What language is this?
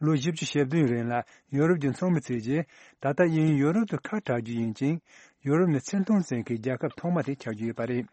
Tibetan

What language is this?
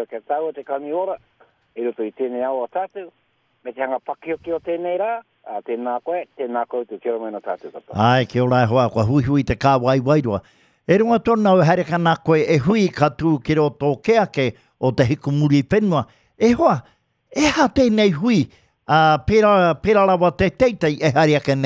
Māori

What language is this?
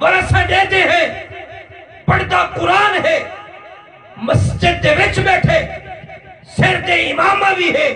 Saraiki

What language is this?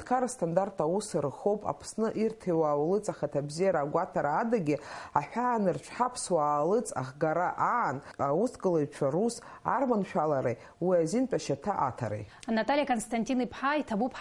Abkhazian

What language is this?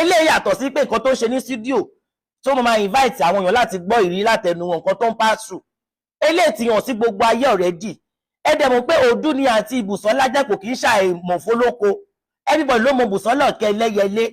Yoruba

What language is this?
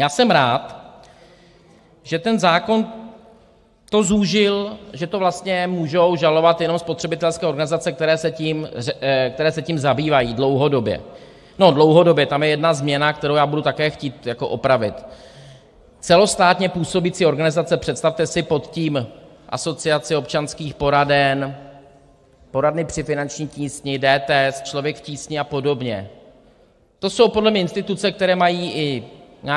Czech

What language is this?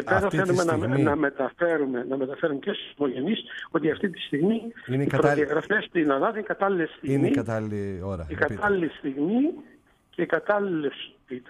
Greek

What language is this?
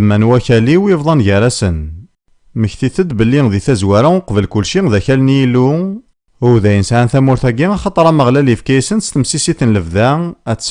Kabyle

